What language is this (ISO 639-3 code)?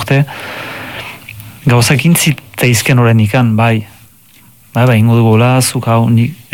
eus